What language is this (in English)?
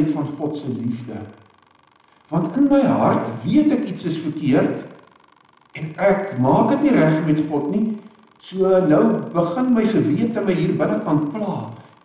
Afrikaans